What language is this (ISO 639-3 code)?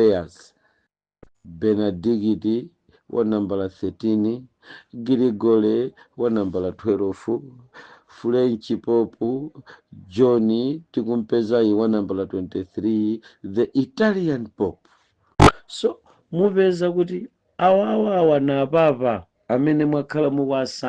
nya